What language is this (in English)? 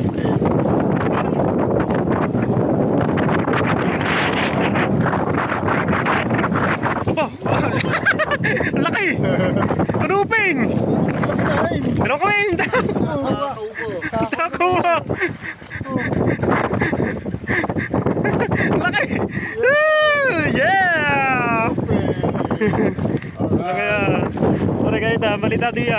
Filipino